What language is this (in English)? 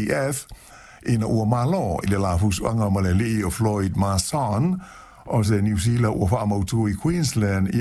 Samoan